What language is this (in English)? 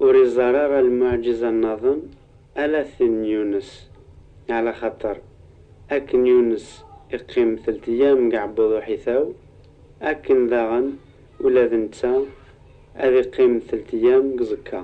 Kabyle